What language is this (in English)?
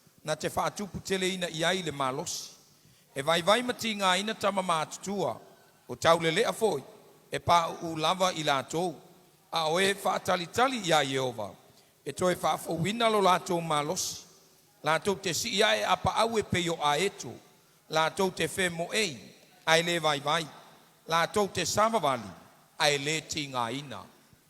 Samoan